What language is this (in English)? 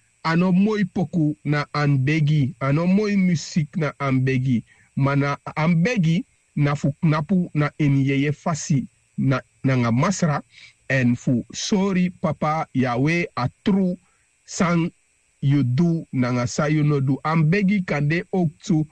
Sranan Tongo